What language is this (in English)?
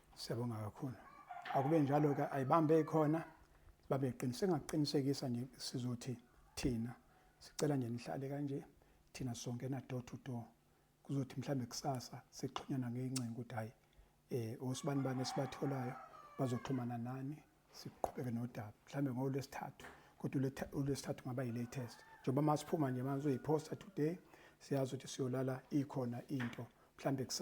Zulu